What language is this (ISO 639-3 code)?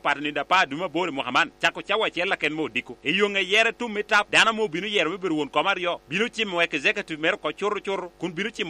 laj